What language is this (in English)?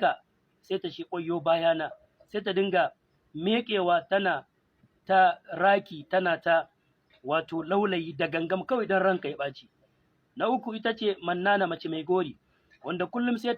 Hausa